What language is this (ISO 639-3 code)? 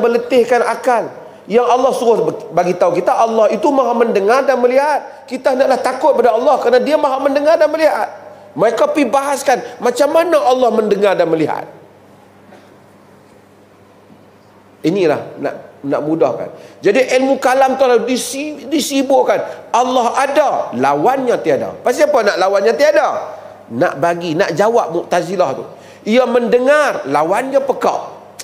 msa